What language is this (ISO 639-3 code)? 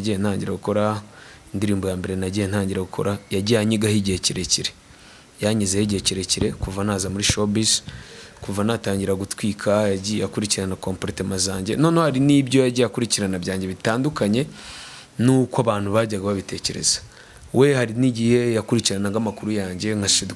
kin